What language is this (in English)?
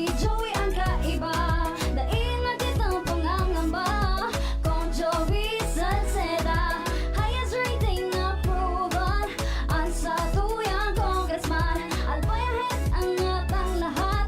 Bikol